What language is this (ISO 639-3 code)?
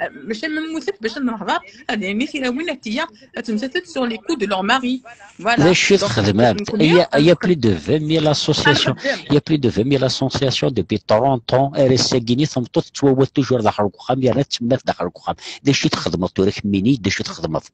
kab